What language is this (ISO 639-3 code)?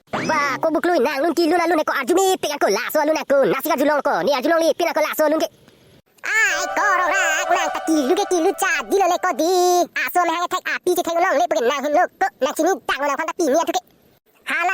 mjw